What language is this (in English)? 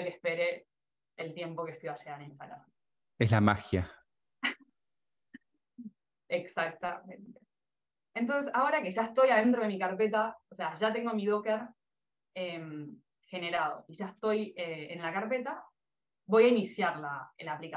Spanish